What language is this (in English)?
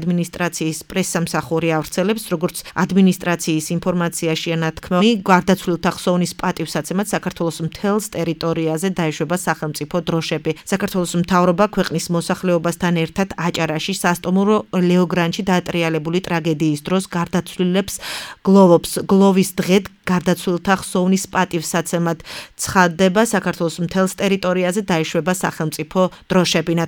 Georgian